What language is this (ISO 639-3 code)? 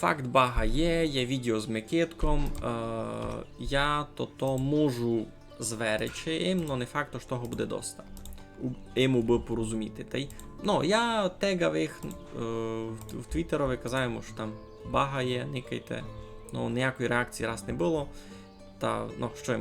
rue